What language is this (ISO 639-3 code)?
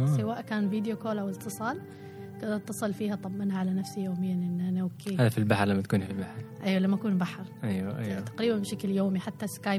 afb